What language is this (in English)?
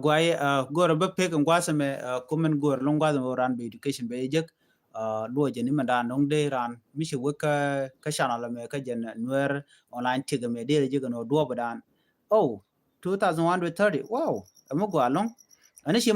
Nuer